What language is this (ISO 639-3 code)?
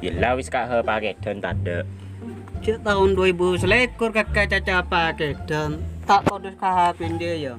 mad